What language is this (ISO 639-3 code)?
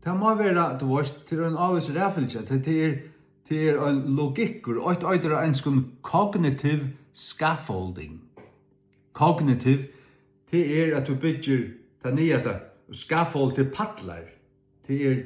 fao